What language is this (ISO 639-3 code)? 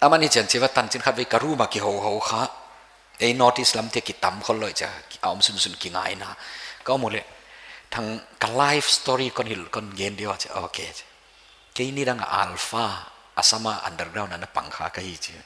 pck